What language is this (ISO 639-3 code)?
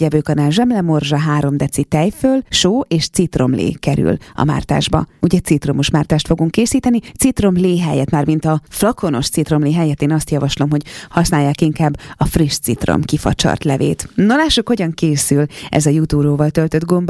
hun